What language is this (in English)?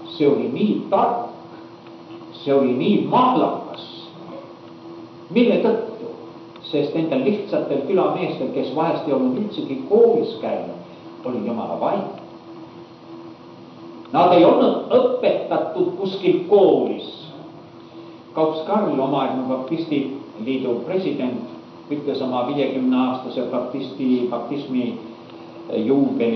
Estonian